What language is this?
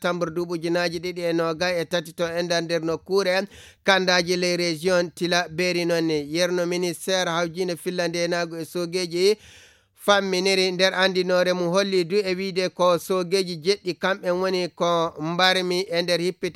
Fula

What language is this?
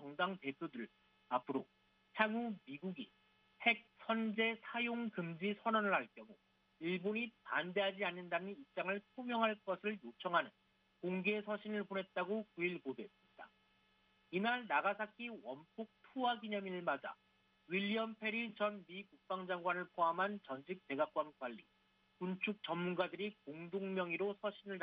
Korean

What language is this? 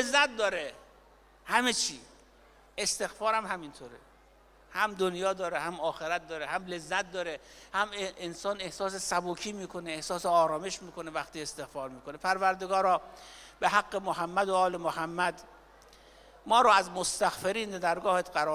Persian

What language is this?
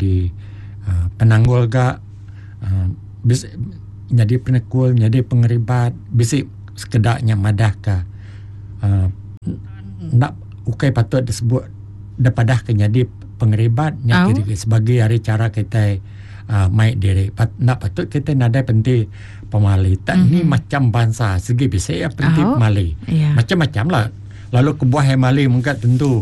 Iban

